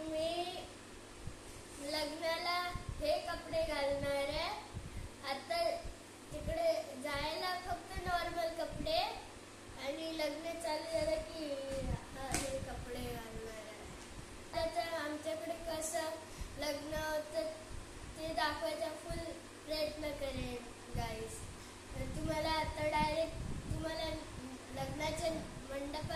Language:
Marathi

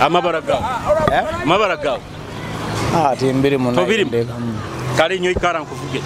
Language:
Nyoro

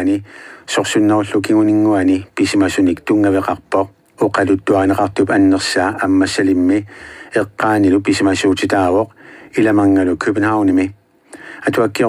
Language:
Kalaallisut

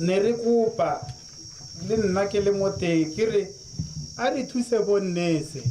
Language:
Tswana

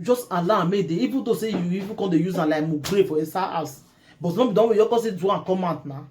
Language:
Nigerian Pidgin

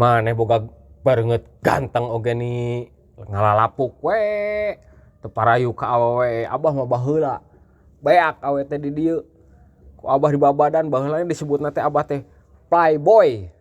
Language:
Sundanese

